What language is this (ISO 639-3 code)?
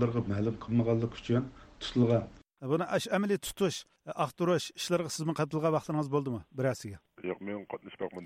uig